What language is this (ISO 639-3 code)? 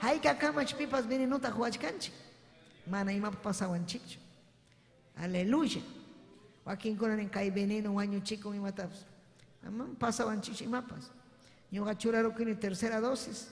quy